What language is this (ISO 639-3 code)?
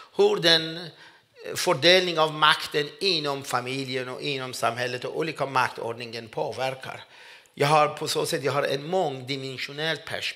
swe